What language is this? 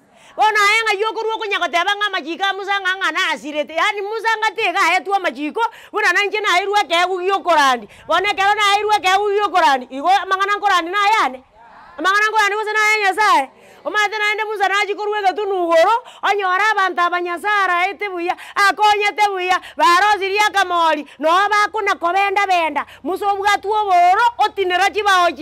Gusii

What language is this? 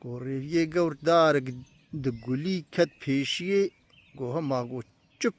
Kurdish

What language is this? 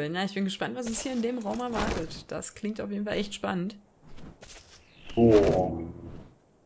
German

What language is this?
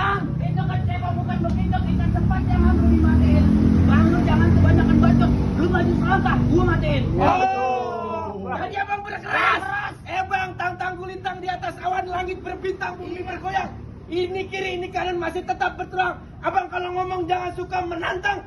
Betawi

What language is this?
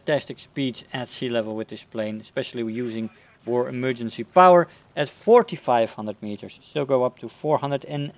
English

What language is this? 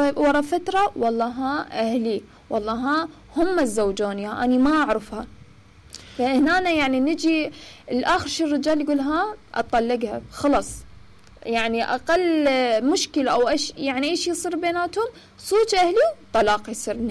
Mesopotamian Arabic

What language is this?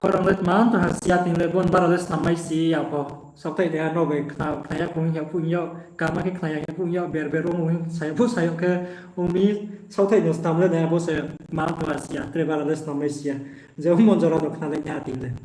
Riang (India)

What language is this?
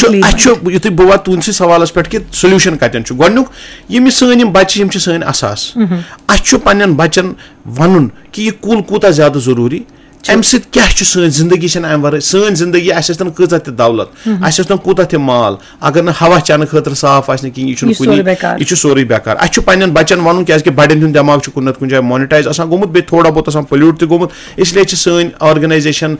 Kashmiri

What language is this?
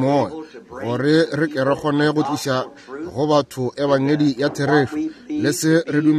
Northern Sotho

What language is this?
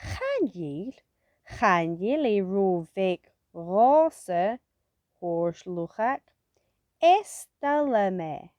Scottish Gaelic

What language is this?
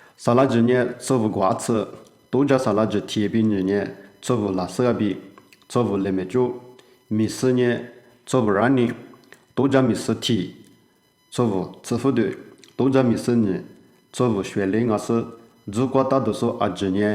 Lisu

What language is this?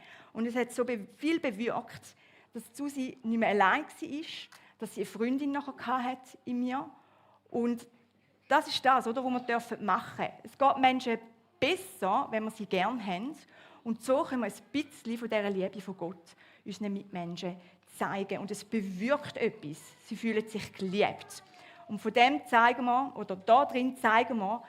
Swiss German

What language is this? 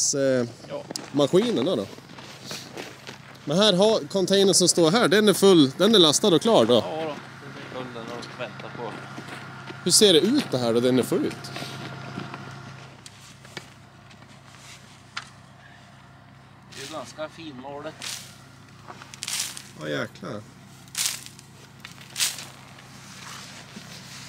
Swedish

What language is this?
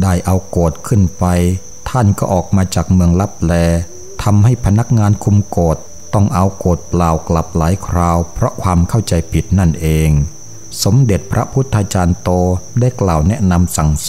Thai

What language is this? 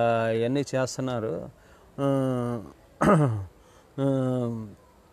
Telugu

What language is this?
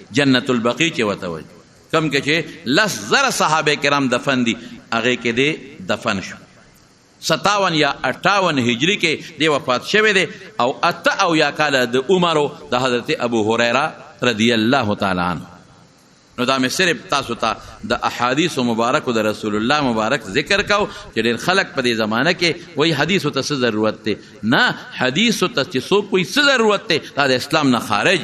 Pashto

